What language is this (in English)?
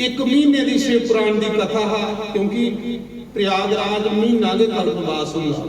Dogri